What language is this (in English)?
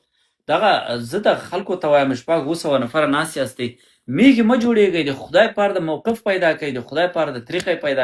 Pashto